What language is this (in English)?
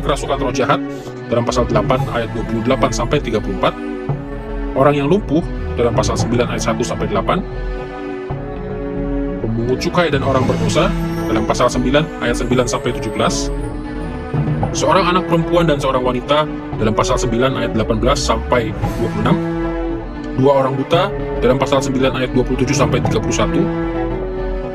Indonesian